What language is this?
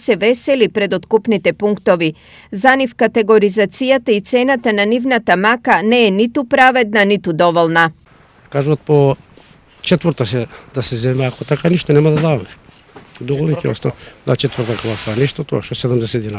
Macedonian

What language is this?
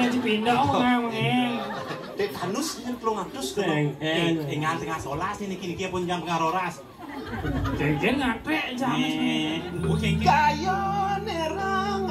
Balinese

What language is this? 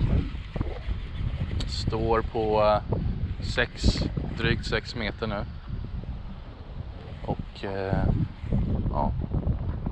Swedish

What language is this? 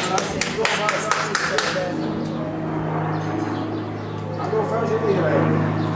Czech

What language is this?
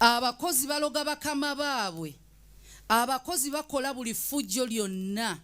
Ganda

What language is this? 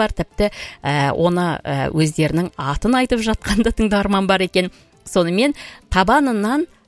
Kazakh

